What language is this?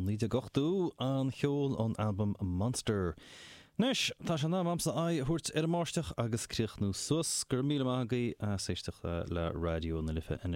Irish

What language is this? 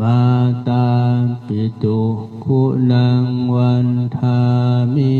Pali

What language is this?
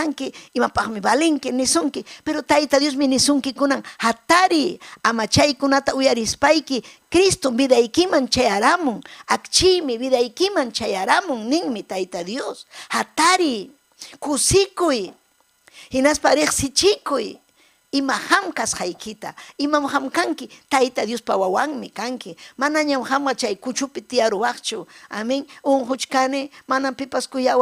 Ayacucho Quechua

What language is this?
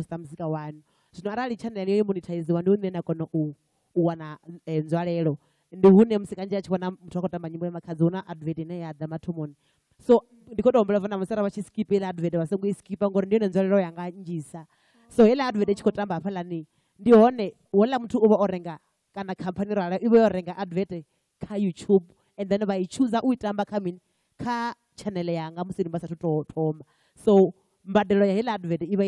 Venda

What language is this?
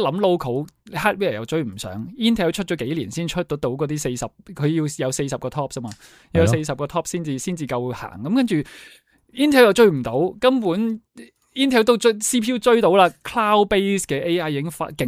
Cantonese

